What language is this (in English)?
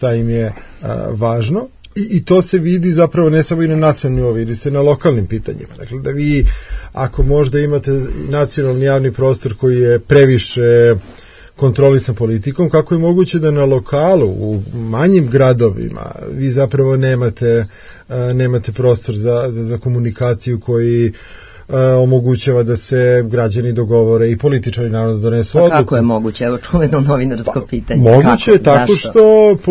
Serbian